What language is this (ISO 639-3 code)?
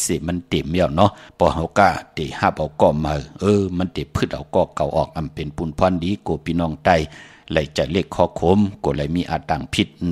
shn